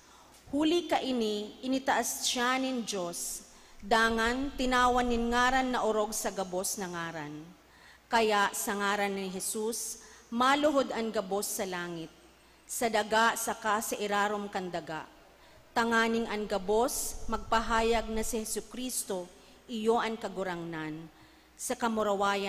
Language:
Bikol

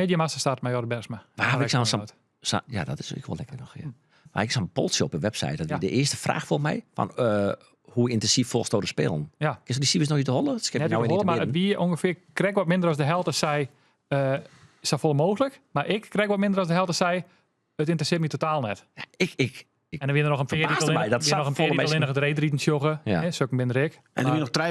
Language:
Western Frisian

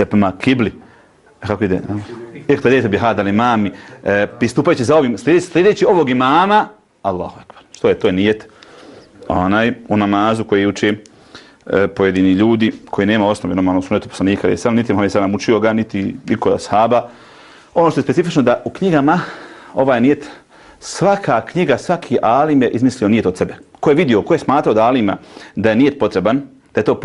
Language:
Bosnian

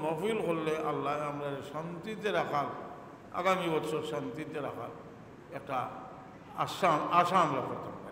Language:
Sylheti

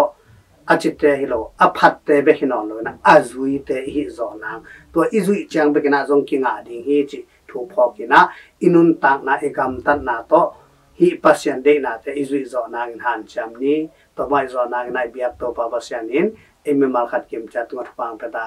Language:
Tedim Chin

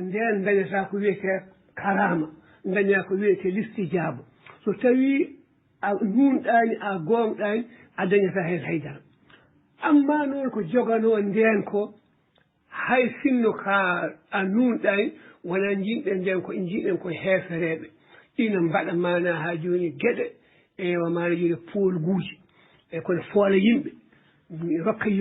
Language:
Fula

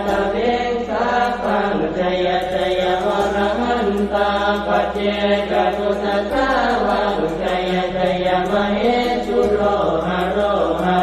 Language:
Pali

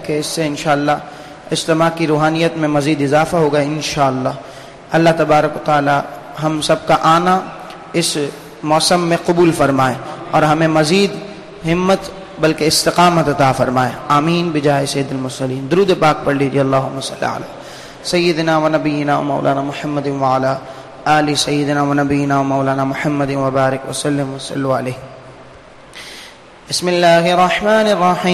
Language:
Urdu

